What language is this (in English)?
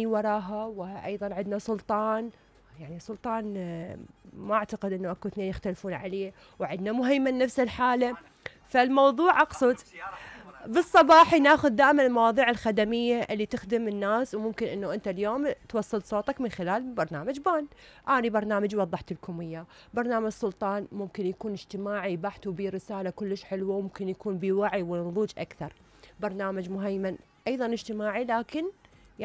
Mesopotamian Arabic